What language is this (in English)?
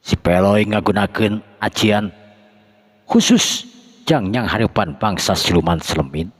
Sundanese